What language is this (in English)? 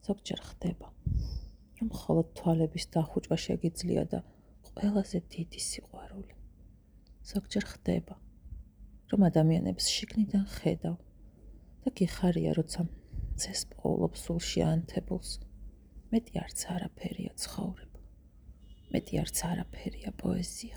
Georgian